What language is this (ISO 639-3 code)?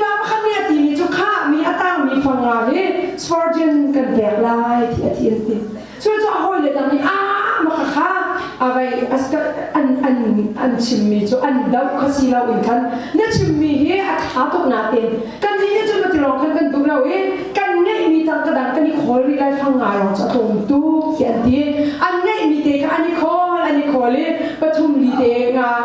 cnh